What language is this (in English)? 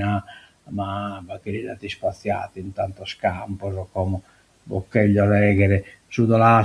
Sardinian